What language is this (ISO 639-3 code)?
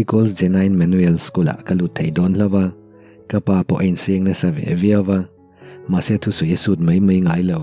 lus